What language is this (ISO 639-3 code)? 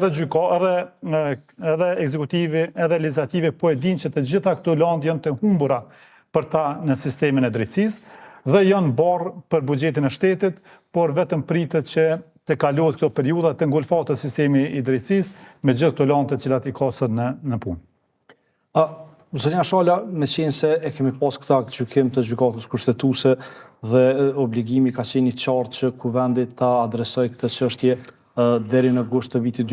sqi